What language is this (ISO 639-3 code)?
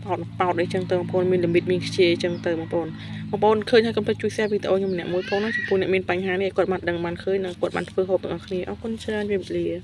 khm